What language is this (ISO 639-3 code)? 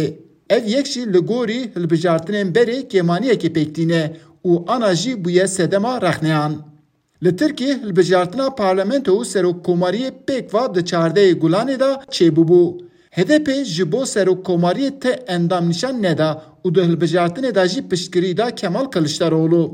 kur